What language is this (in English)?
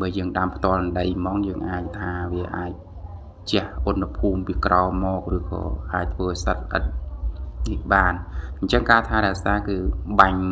Khmer